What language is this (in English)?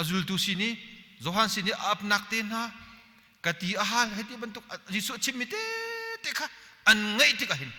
Hakha Chin